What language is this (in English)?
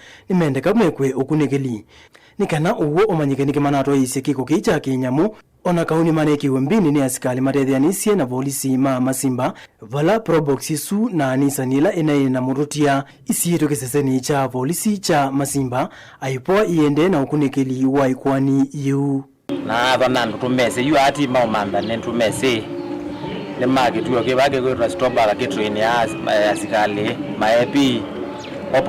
Kamba